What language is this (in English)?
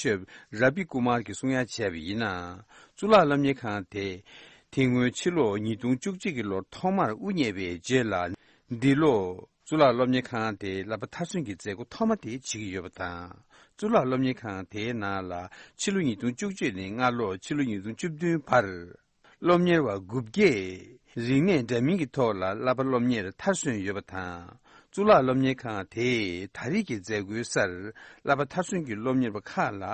Tibetan